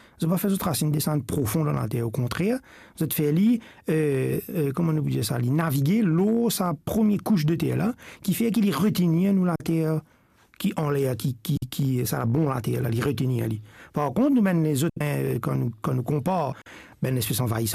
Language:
Morisyen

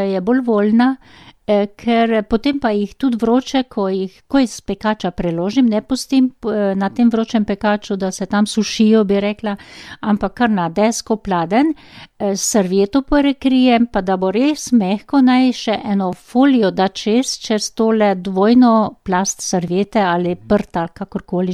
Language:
Slovenian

